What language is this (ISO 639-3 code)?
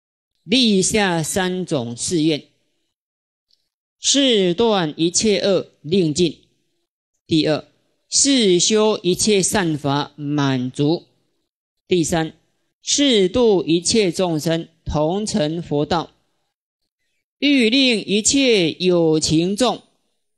zho